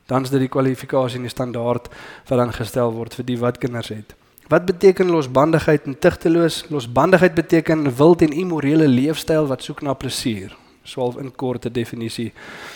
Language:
Afrikaans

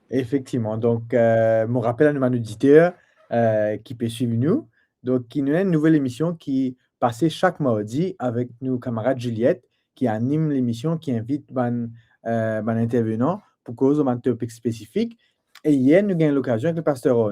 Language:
Morisyen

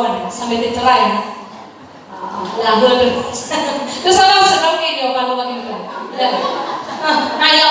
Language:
Nias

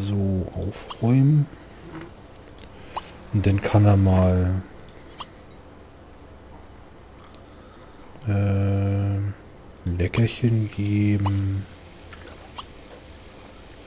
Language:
German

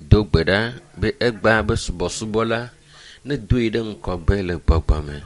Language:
Ewe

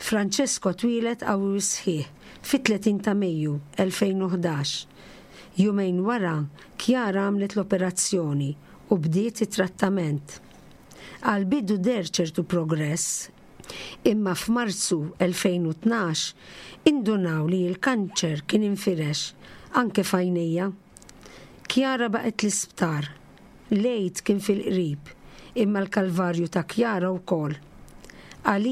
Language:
Maltese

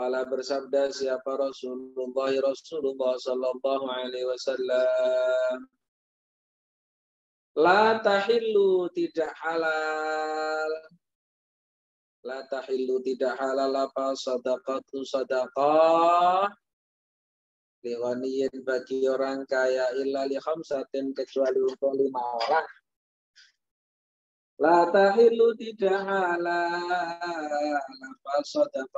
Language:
Indonesian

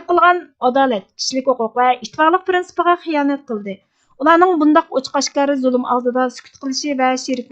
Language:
Uyghur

